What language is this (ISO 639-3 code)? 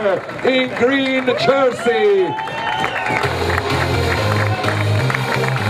hrv